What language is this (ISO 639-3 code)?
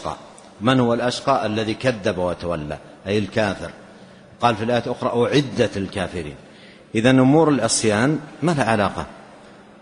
ara